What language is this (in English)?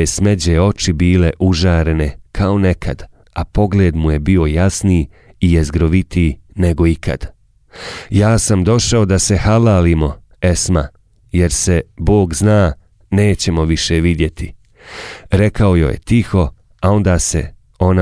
Bosnian